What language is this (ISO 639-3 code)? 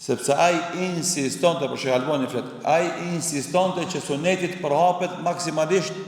sqi